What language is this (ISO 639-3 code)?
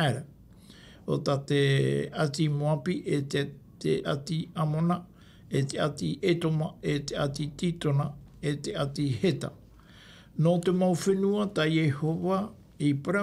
tah